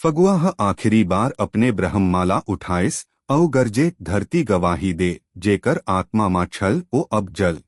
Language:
Chhattisgarhi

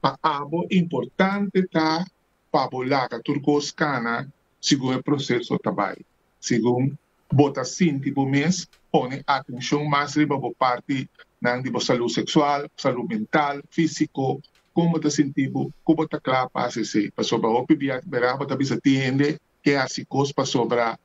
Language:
Papiamento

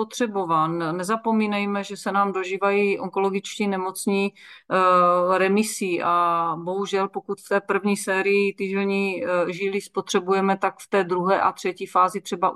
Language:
Czech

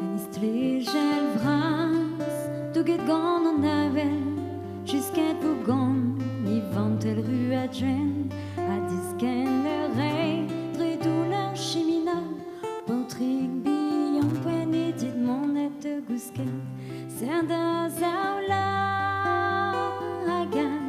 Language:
Breton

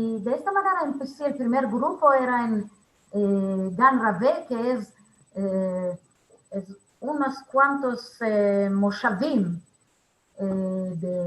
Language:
Ladino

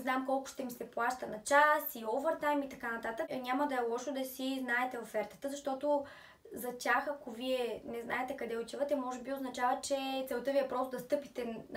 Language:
Bulgarian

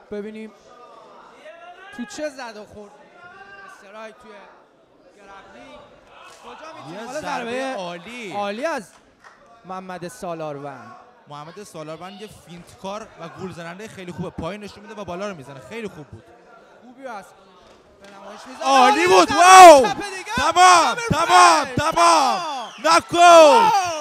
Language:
Persian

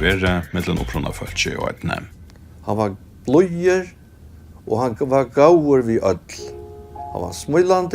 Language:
Faroese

